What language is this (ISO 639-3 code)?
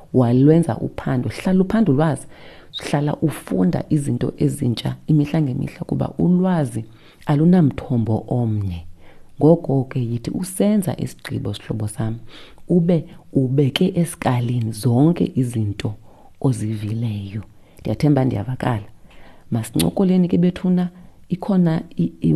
xho